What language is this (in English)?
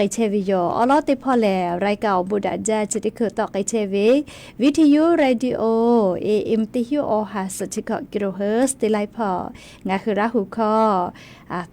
Lahu